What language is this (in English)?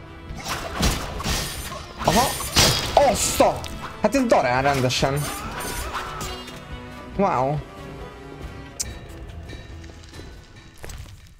Hungarian